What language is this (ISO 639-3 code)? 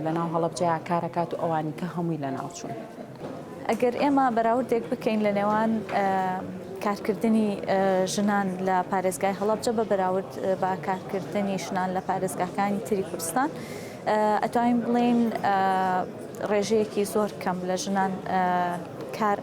ckb